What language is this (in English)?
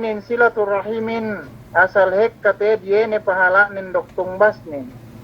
Yakan